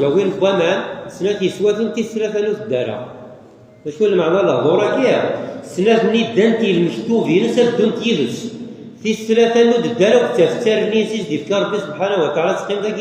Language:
Kabyle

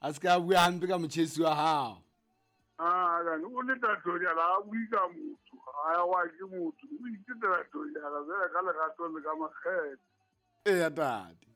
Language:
Southern Sotho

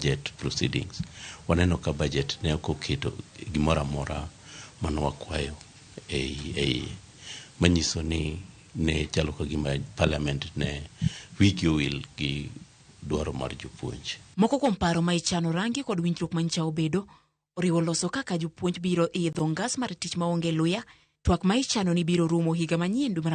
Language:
Luo (Kenya and Tanzania)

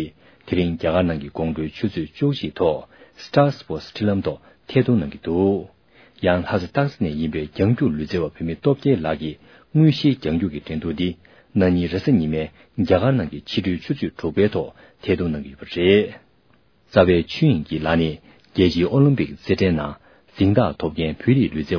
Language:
Tibetan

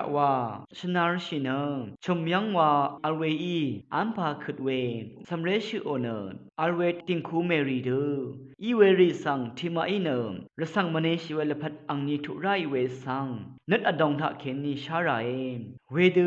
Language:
Rawang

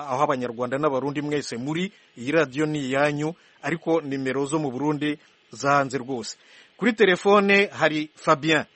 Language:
Kinyarwanda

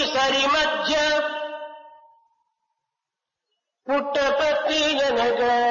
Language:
Telugu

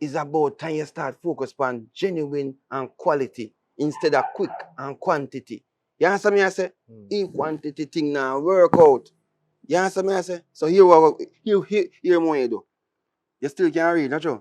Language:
Jamaican Creole English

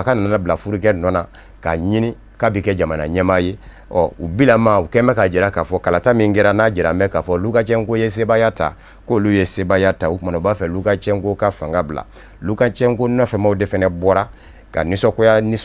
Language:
Bambara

